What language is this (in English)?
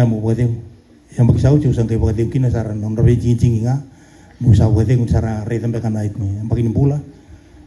Fijian